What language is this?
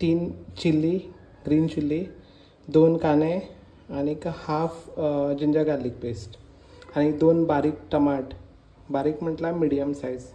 Konkani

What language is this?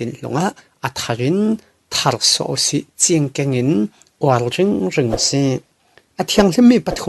Falam Chin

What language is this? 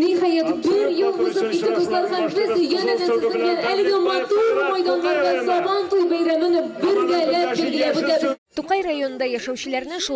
Tatar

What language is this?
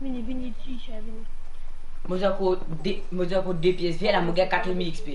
Morisyen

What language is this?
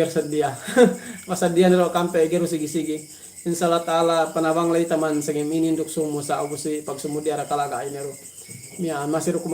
Yakan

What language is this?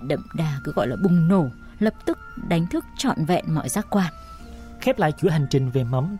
Vietnamese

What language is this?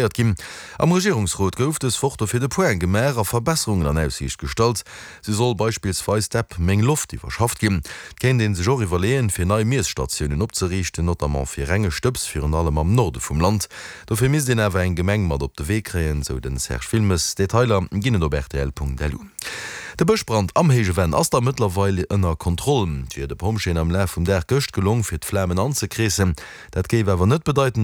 Luxembourgish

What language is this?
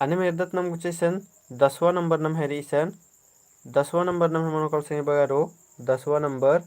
Kurukh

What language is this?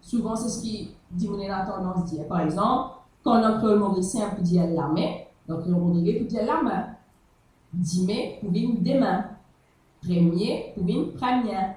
Morisyen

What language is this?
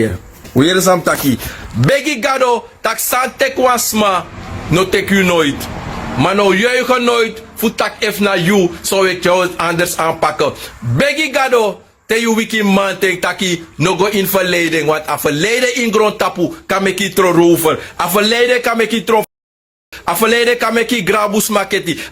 Sranan Tongo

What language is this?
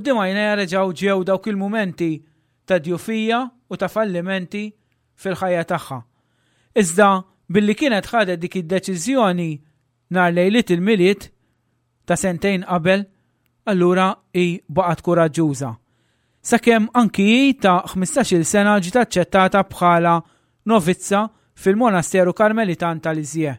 Maltese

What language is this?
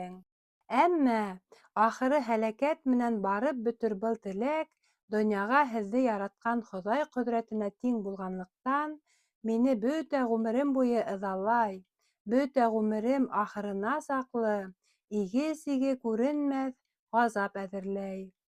Bashkir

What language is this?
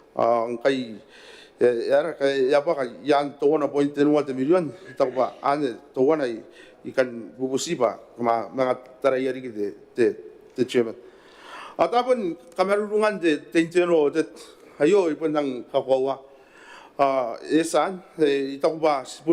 Gilbertese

